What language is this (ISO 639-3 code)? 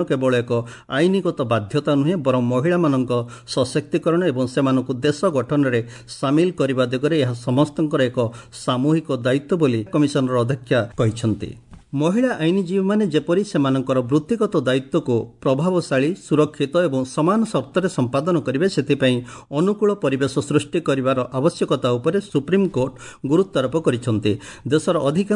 ori